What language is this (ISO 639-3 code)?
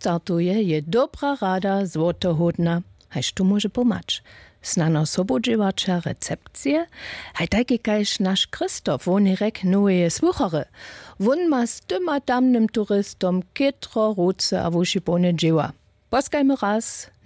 hsb